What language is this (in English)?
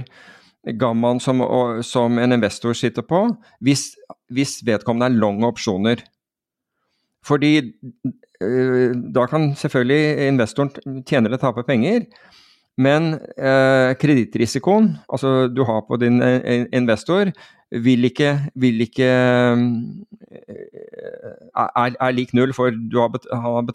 Norwegian